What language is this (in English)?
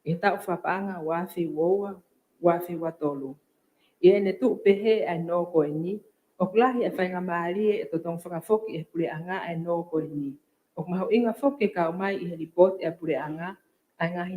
Tongan